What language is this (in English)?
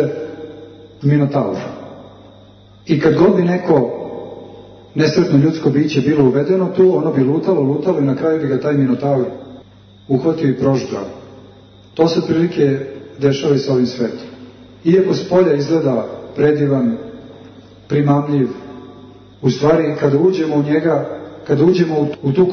Serbian